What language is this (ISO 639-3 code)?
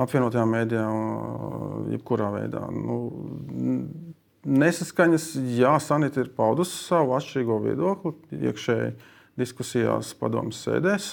lav